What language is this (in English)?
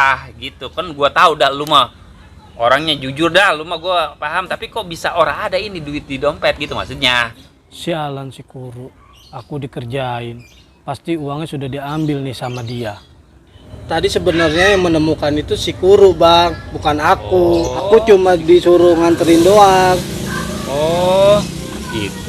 Betawi